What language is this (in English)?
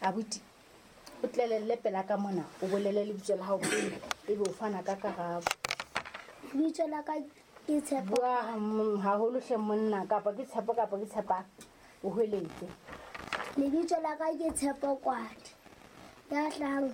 Southern Sotho